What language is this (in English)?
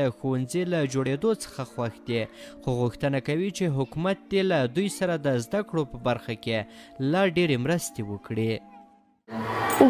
Pashto